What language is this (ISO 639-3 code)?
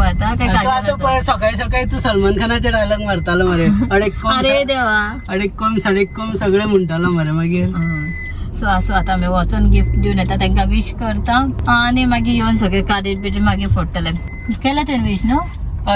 kok